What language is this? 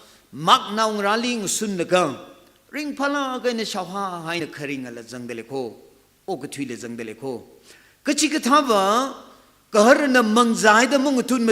Tangkhul Naga (India)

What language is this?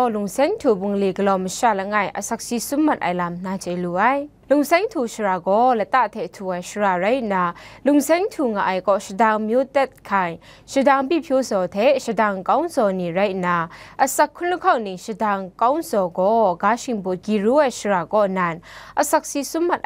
Kachin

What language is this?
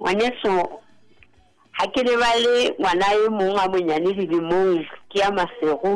Southern Sotho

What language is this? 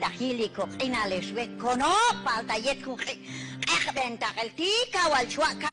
Q'anjob'al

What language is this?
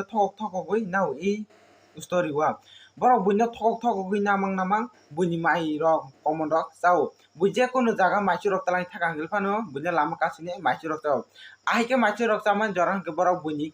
Kok Borok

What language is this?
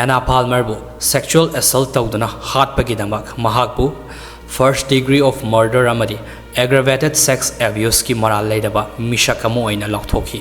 Manipuri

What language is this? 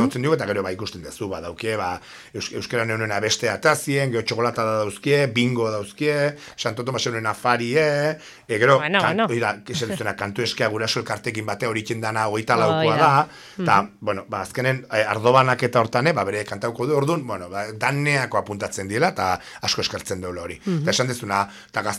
Basque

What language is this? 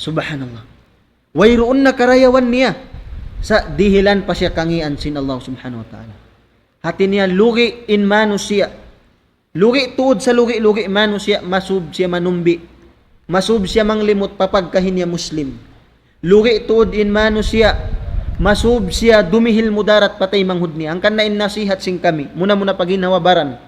Tausug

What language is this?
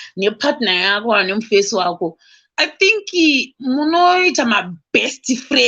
Shona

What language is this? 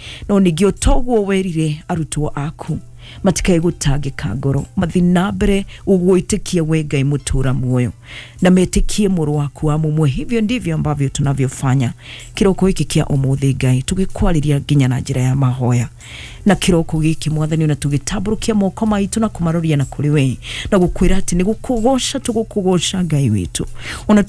Kikuyu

